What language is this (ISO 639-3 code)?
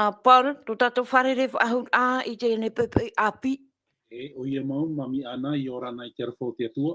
tah